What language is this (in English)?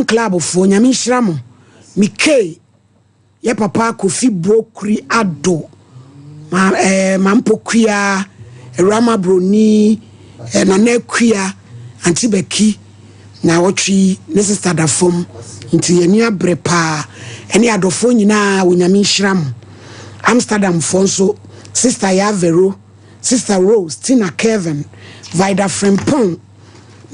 Akan